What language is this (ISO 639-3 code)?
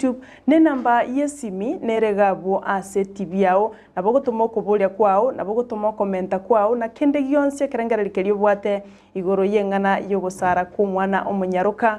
guz